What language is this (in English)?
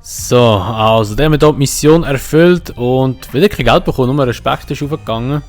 Swiss German